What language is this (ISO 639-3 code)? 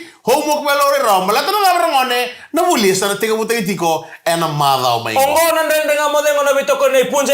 fij